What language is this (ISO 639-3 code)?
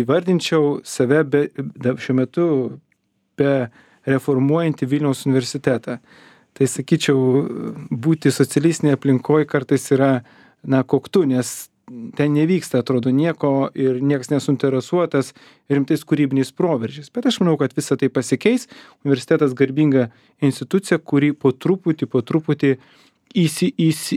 lit